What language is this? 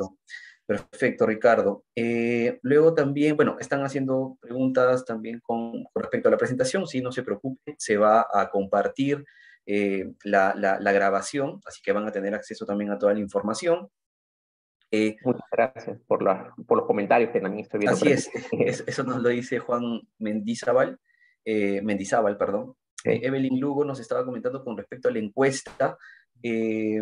Spanish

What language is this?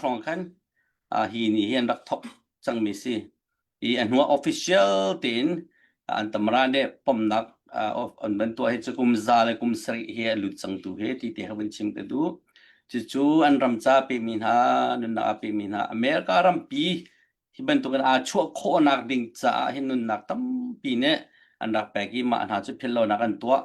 Hakha Chin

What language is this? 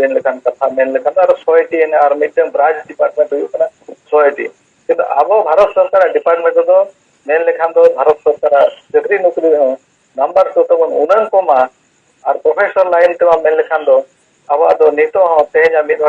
Santali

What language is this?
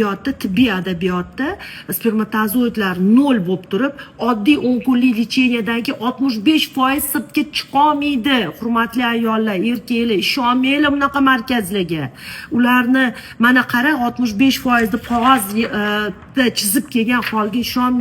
Uzbek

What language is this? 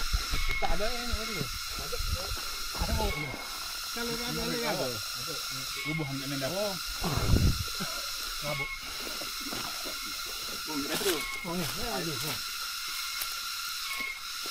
Malay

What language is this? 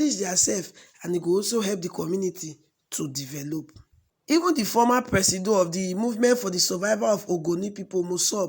Nigerian Pidgin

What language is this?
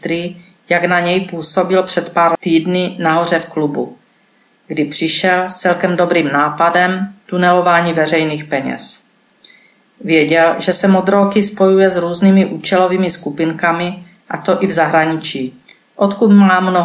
Czech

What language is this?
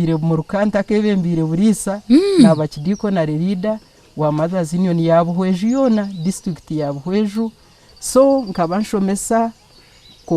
Nyankole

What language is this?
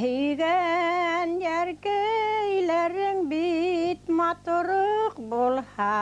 Bashkir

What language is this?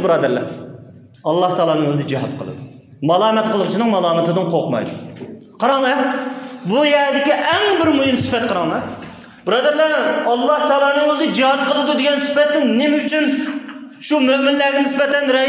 Uyghur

